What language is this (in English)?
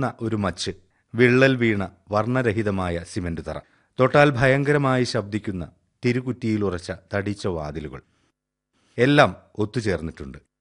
Malayalam